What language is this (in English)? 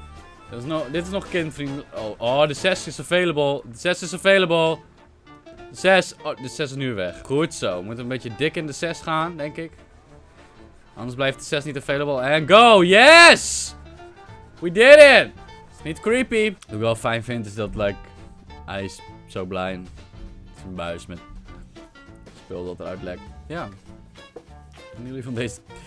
Dutch